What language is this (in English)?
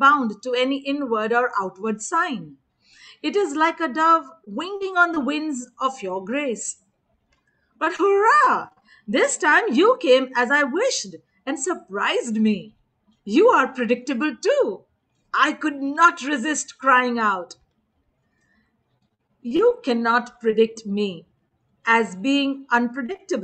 English